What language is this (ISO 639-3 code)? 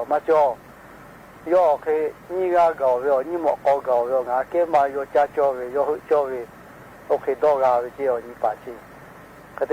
lhu